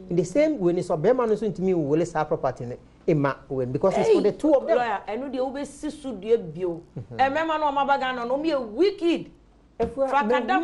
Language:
Akan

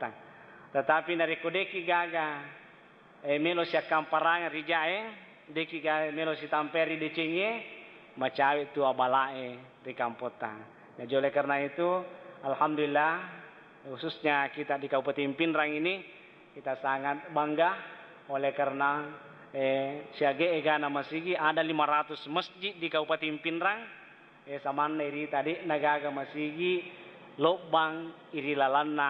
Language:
Buginese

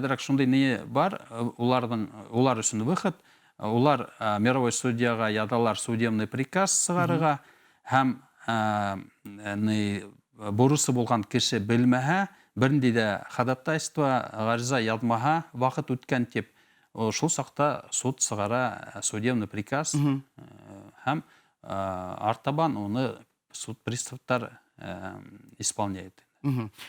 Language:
Bashkir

